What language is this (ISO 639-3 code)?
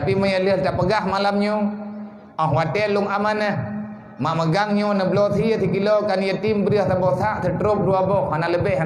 ace